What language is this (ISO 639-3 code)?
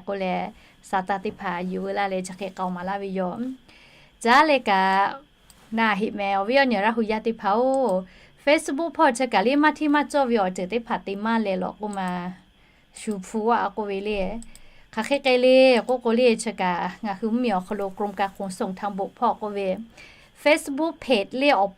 lhu